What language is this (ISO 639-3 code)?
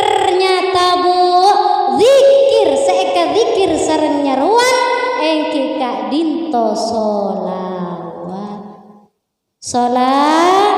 mad